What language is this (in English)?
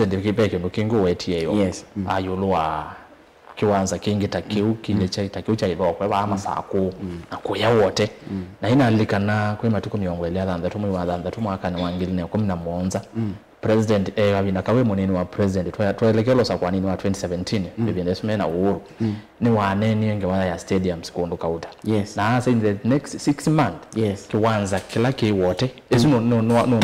Kamba